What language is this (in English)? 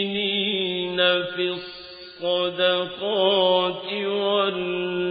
Arabic